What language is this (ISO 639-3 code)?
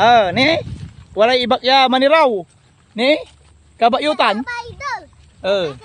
pag